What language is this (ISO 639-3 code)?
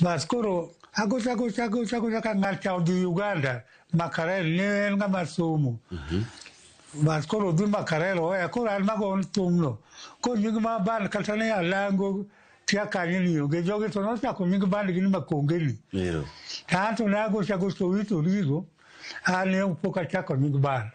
luo